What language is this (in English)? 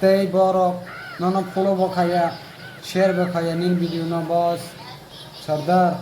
Kok Borok